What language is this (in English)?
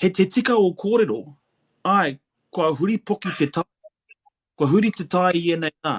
Māori